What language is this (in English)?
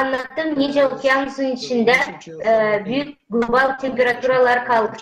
Gagauz